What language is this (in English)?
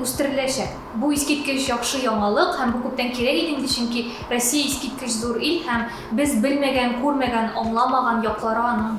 Tatar